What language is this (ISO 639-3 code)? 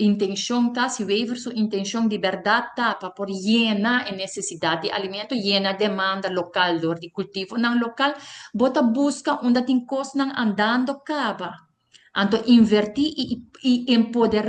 pap